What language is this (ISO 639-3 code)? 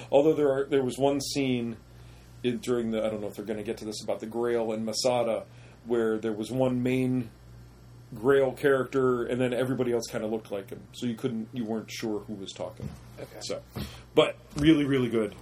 eng